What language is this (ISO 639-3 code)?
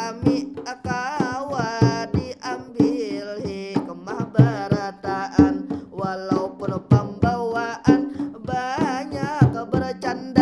bjn